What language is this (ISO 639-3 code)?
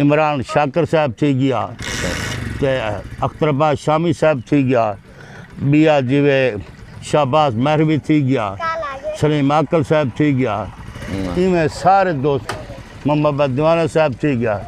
skr